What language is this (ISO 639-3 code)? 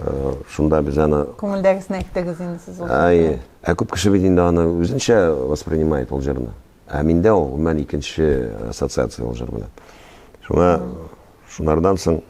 tat